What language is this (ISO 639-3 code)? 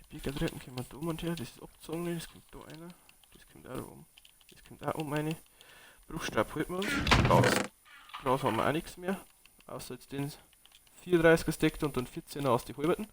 bar